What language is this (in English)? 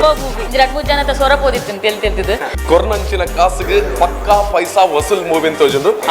Tulu